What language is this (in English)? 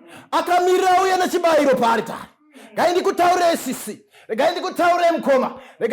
Shona